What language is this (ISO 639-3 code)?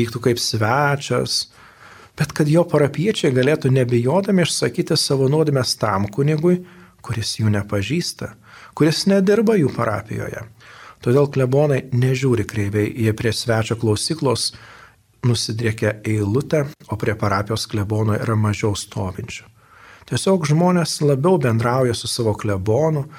lit